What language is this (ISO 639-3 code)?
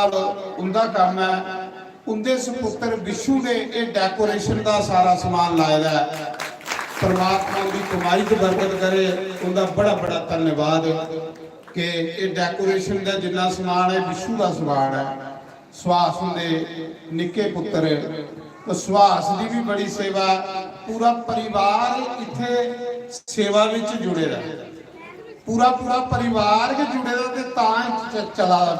doi